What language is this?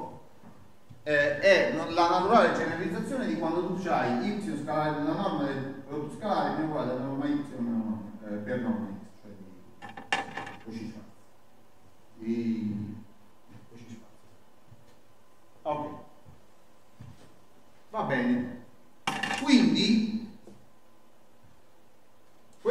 Italian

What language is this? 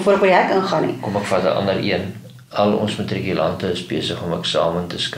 Afrikaans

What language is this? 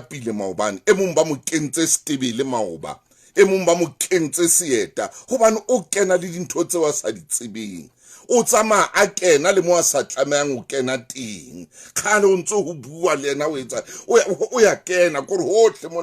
Southern Sotho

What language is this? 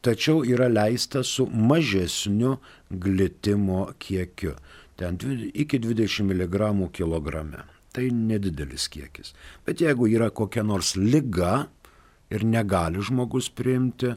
Lithuanian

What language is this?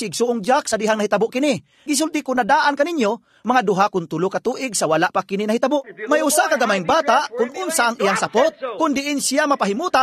Cebuano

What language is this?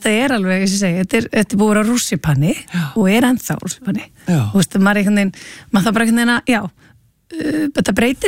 Icelandic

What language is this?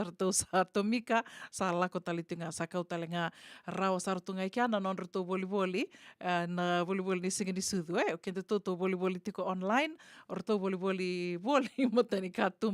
Fijian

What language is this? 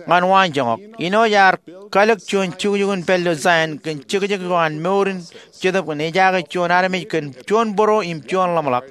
Marshallese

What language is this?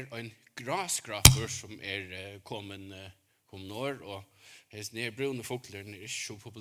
Faroese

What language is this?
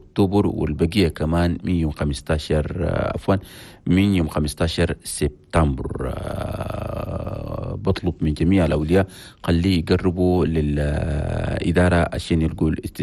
Chadian Arabic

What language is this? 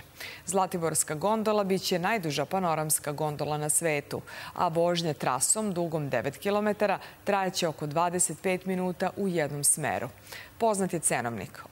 Serbian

